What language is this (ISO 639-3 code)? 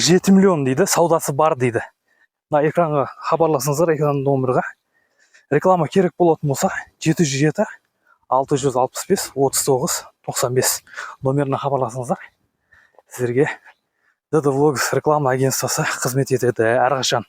kaz